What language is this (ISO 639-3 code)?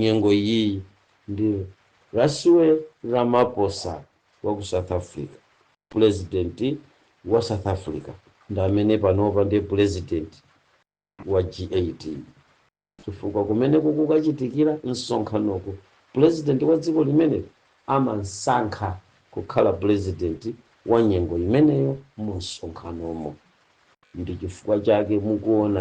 nya